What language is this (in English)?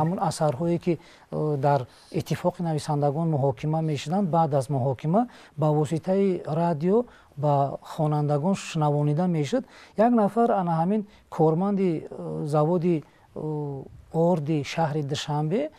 Tajik